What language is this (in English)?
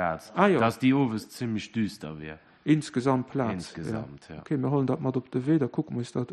Luxembourgish